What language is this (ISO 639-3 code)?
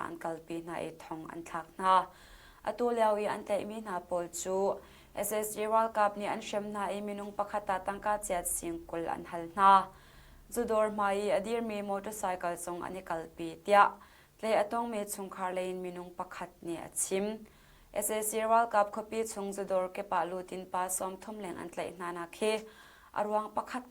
cnh